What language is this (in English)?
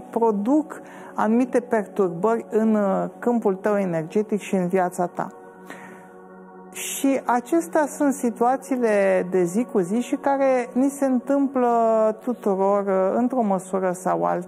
Romanian